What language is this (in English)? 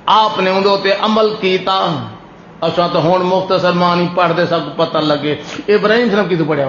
Saraiki